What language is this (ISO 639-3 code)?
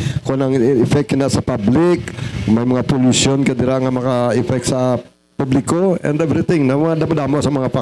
hil